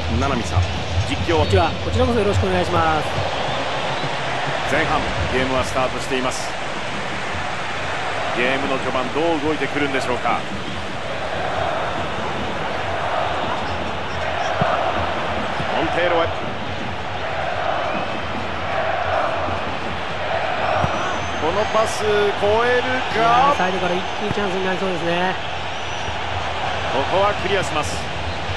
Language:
Japanese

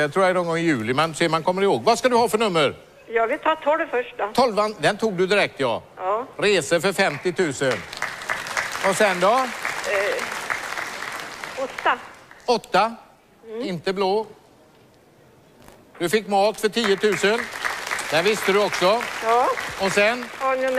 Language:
Swedish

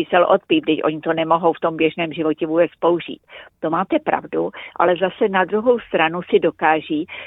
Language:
Czech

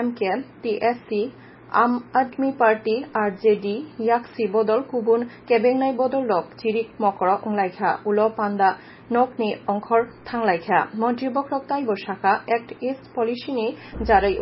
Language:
Kok Borok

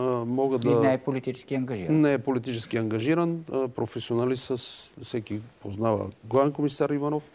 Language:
Bulgarian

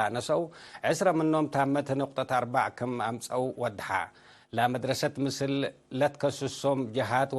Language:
Tigre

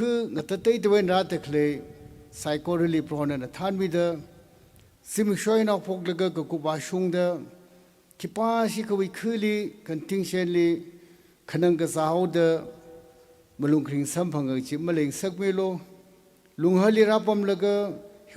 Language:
Tangkhul Naga (India)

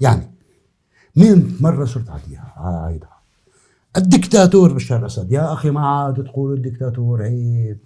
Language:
North Levantine Arabic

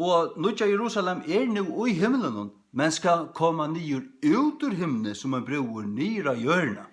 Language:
Faroese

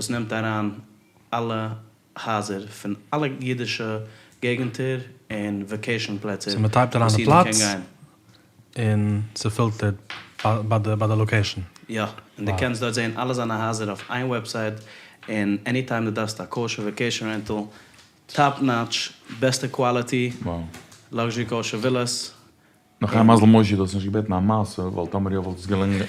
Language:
Yiddish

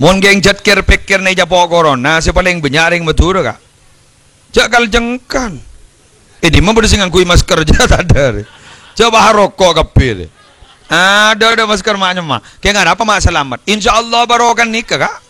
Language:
Madurese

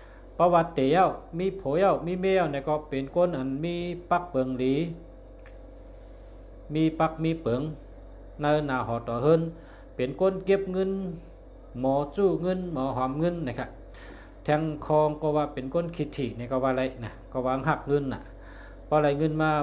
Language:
Shan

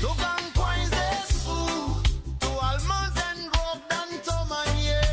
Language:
Morisyen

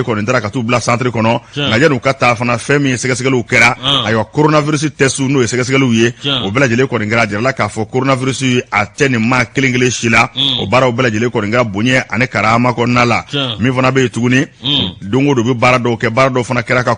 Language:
Bambara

